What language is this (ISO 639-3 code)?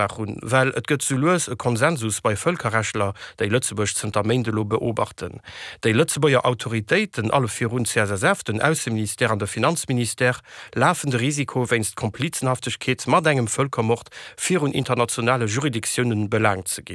ltz